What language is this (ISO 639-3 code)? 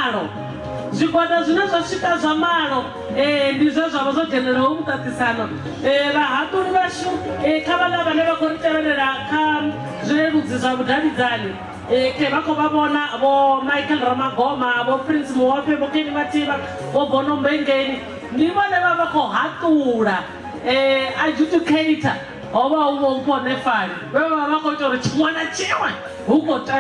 ven